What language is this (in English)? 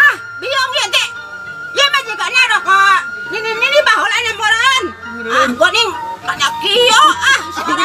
Sundanese